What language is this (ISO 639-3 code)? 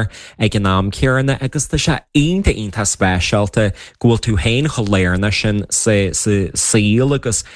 gle